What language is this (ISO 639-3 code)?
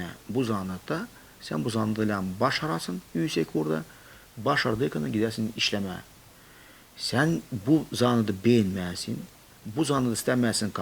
gag